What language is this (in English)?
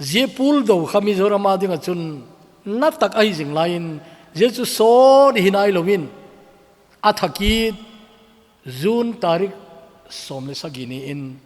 Thado Chin